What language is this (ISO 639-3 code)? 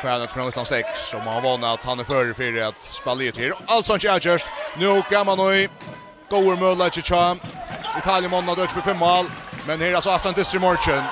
fao